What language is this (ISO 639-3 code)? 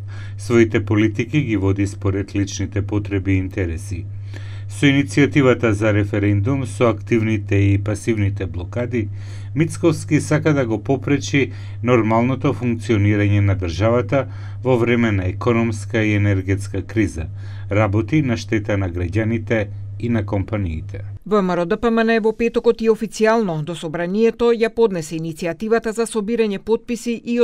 mkd